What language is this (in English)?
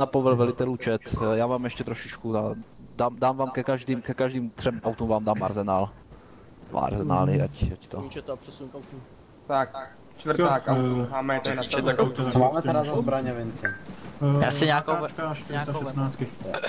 Czech